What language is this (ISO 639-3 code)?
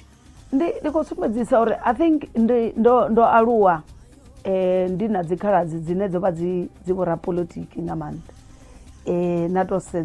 ven